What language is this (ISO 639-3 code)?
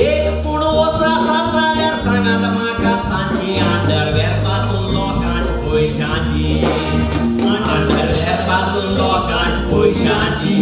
kok